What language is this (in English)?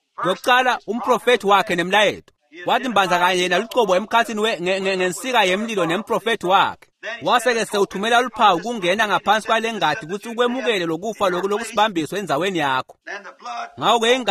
Swati